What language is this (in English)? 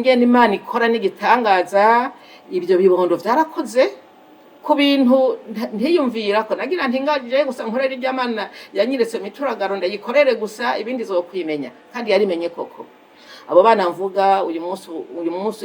Rundi